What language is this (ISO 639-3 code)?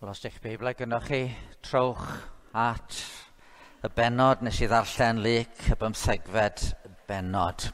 cym